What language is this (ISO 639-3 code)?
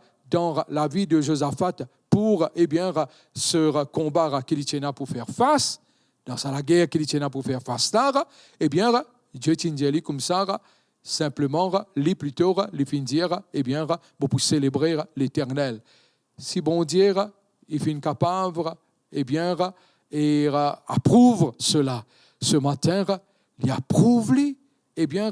mfe